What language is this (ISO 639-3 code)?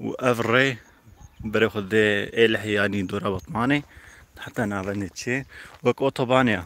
kur